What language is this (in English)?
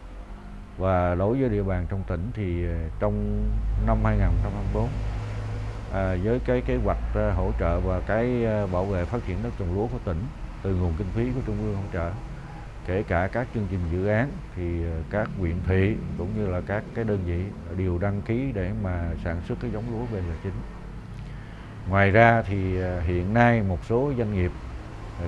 Vietnamese